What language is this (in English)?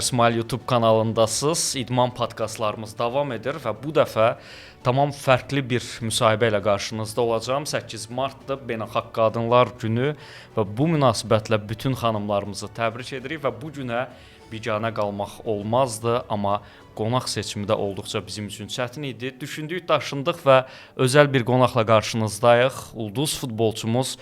Azerbaijani